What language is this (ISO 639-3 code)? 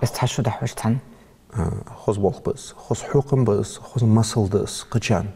inh